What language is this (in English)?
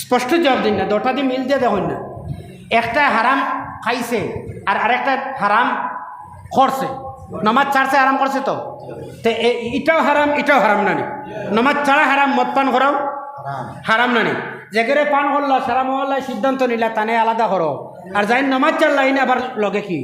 Sylheti